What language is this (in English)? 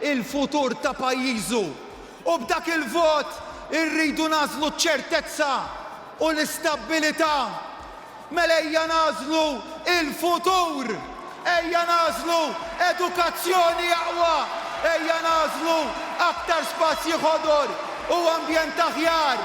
Maltese